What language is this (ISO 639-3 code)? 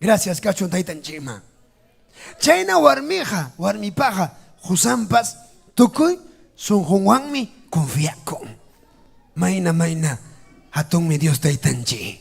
quy